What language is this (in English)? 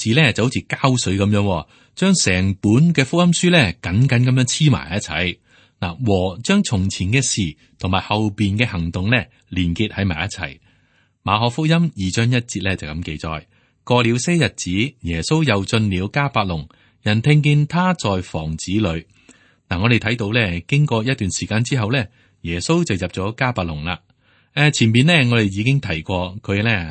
Cantonese